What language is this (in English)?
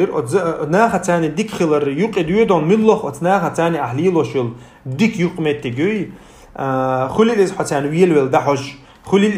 Chechen